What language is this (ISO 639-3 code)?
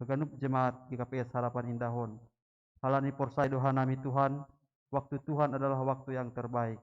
bts